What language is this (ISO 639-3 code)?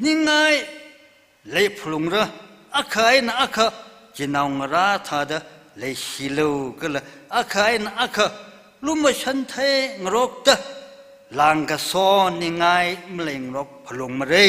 nmf